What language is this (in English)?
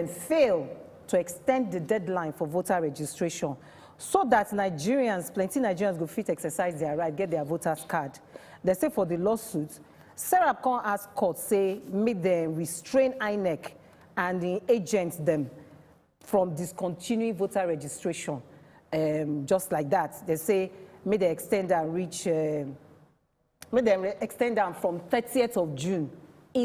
Nigerian Pidgin